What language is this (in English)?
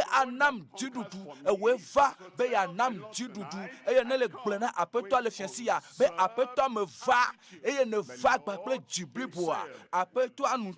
Ewe